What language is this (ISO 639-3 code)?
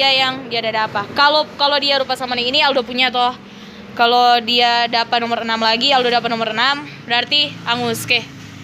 xmm